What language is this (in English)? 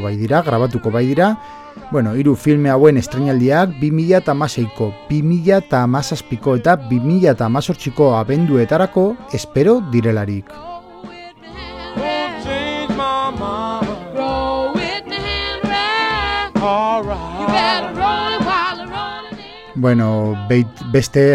Basque